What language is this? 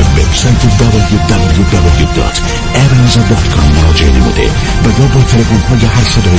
Persian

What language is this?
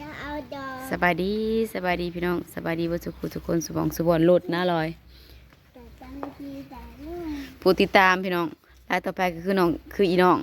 Northeastern Thai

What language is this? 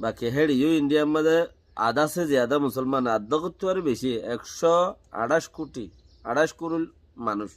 Rohingya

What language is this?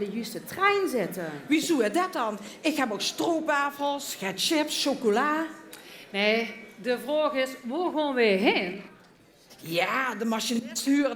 Limburgish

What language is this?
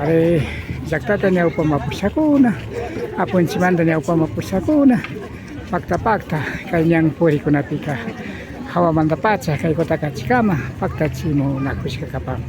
Imbabura Highland Quichua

